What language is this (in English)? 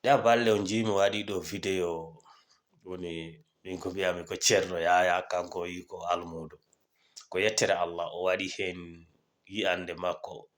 Fula